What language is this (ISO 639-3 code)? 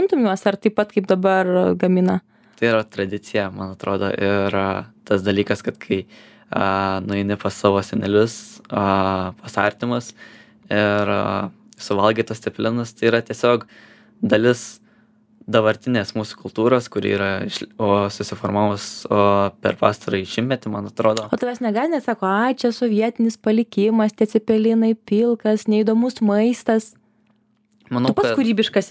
lit